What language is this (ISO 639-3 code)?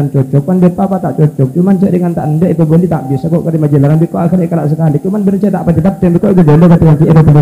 mad